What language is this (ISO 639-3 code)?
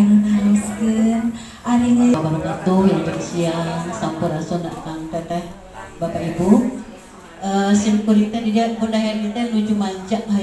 sun